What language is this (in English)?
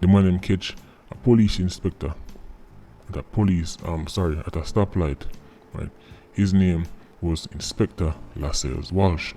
Jamaican Creole English